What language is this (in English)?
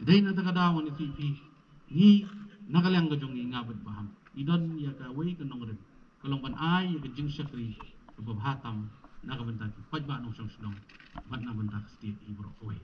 Khasi